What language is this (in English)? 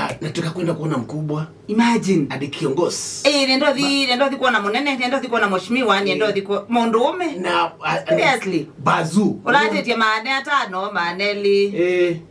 Kamba